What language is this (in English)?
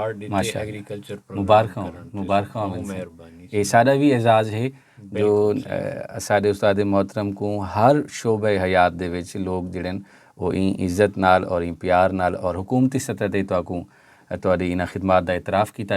Saraiki